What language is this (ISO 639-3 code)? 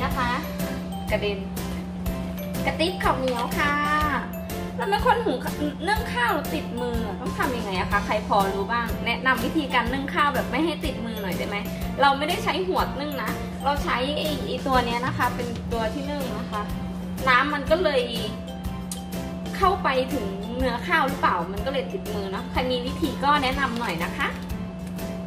tha